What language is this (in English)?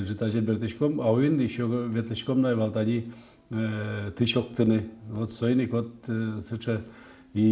Udmurt